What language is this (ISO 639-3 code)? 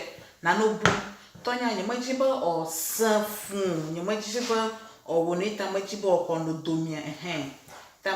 ewe